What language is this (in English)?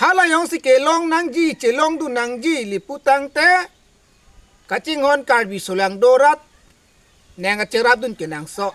Karbi